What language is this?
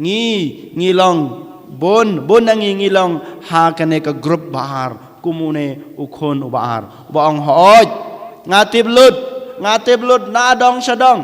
Khasi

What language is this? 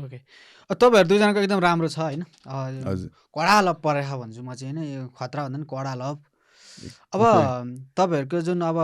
Nepali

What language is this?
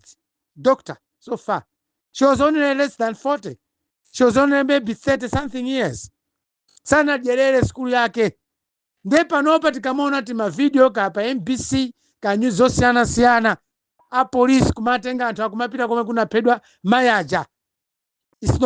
Nyanja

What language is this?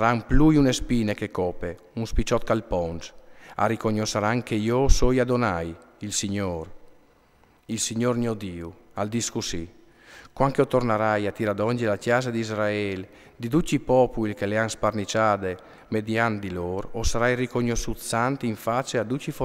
Friulian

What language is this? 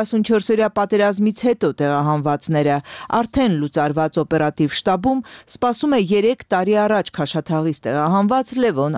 Armenian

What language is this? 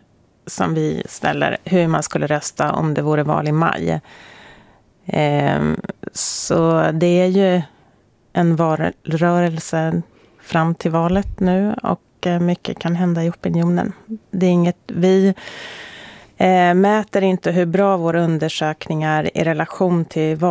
Swedish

